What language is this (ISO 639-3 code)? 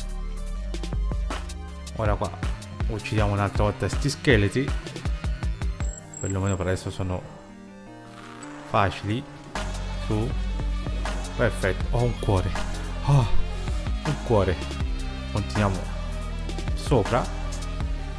ita